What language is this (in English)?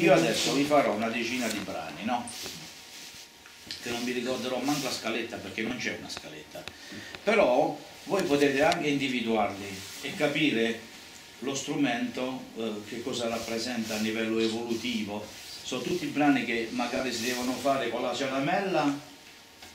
Italian